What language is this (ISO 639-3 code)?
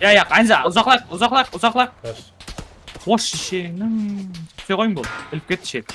kaa